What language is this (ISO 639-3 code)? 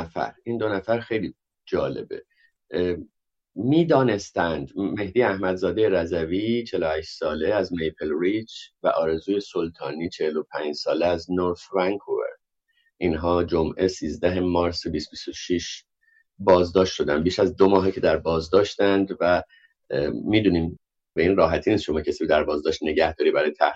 fas